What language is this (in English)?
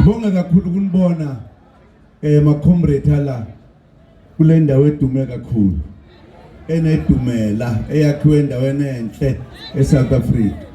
Zulu